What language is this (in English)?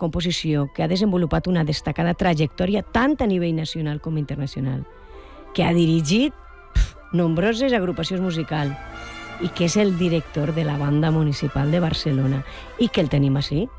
Catalan